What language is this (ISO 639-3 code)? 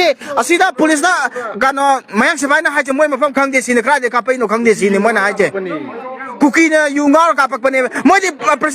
mni